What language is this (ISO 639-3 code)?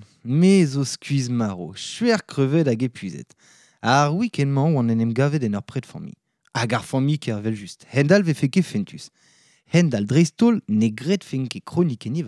bre